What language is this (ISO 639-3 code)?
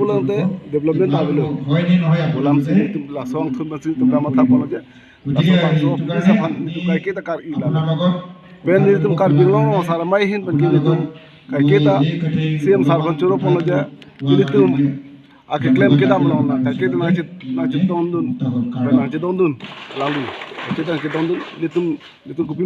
mjw